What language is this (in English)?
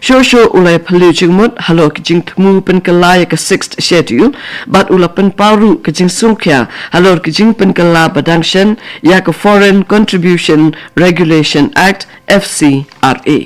Khasi